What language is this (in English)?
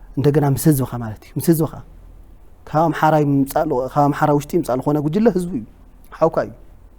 Tigrinya